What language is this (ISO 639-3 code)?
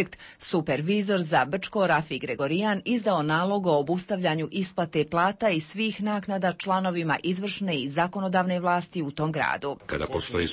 bos